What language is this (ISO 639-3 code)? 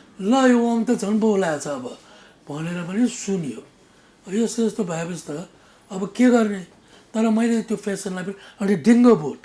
nep